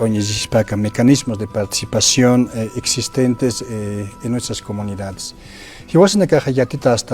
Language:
Aymara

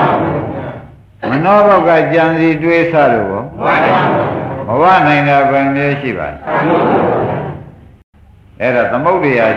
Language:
Burmese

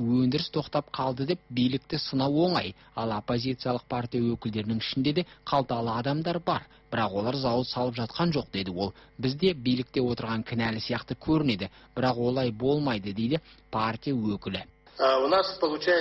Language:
Kazakh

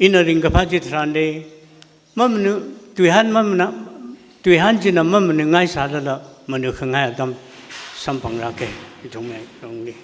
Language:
Tangkhul Naga (India)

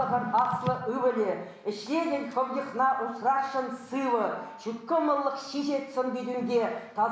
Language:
Chuvash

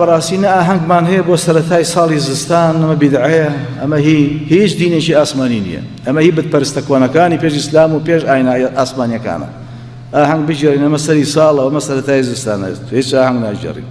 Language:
Central Kurdish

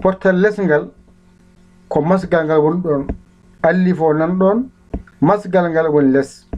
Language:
Fula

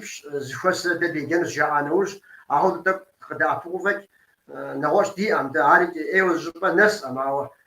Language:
Kabardian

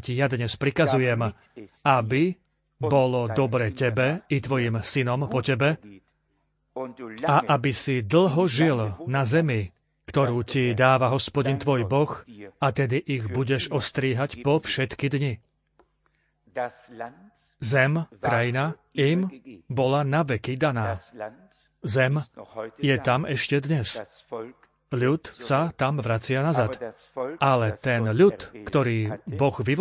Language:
Slovak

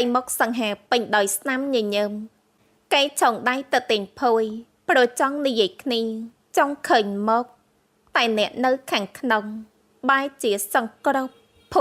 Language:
Khmer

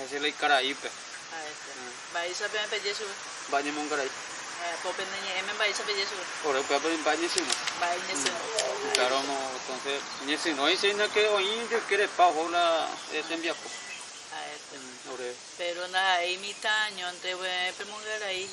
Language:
Guarani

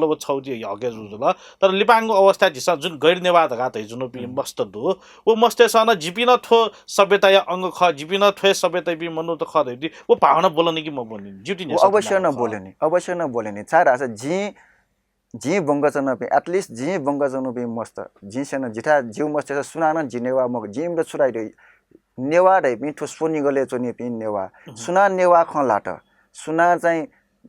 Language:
Newari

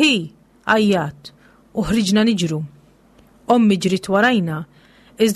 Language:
Maltese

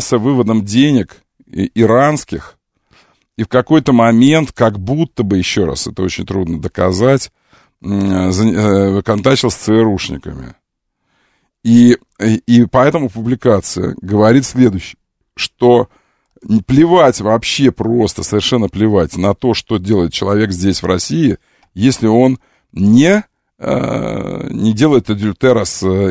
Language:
Russian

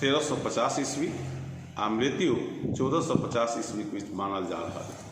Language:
Maithili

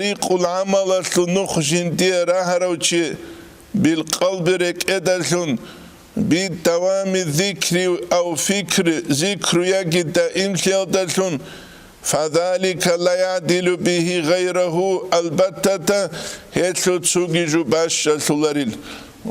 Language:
Avaric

